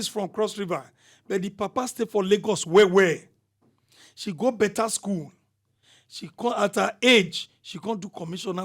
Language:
Nigerian Pidgin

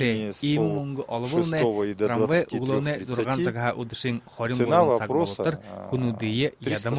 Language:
Buriat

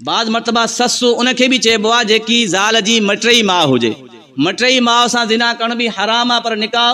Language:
Sindhi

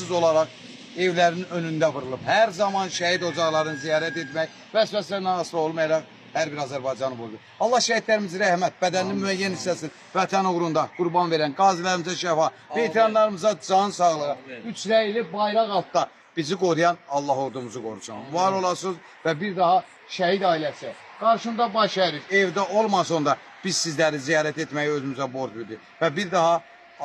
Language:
Azerbaijani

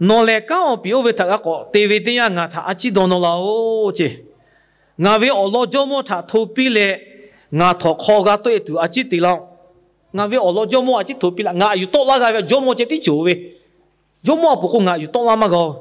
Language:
Lahu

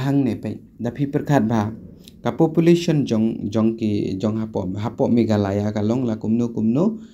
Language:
Khasi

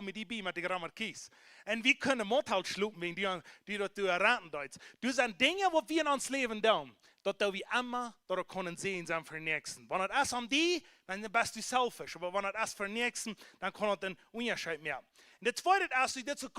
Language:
Plautdietsch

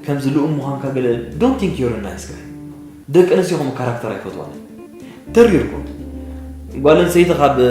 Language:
Tigrinya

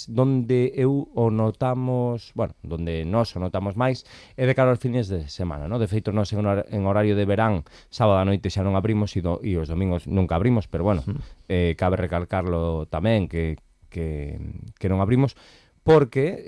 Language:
Galician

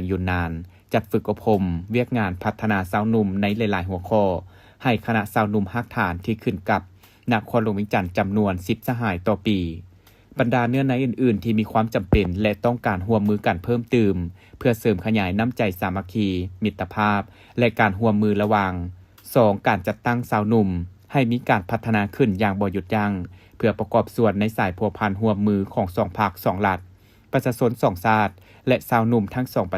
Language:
Lao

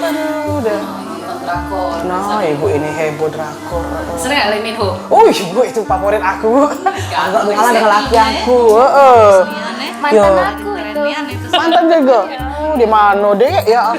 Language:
Musi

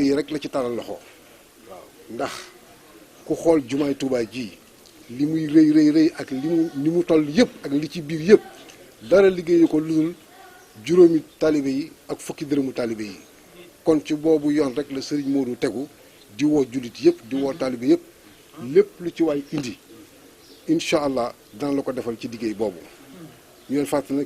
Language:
Wolof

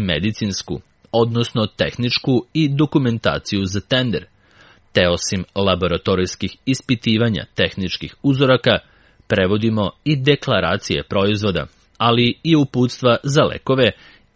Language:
Serbian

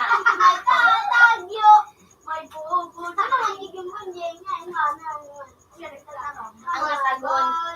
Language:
Bikol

